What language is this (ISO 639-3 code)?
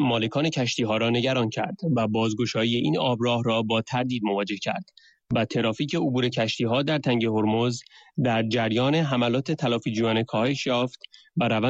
fas